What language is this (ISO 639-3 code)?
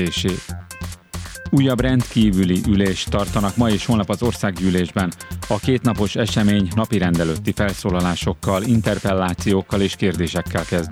hun